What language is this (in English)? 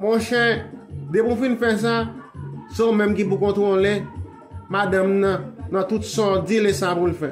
Haitian Creole